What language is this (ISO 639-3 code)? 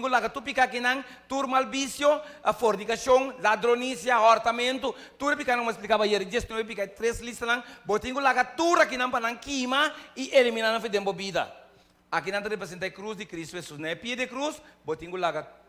pap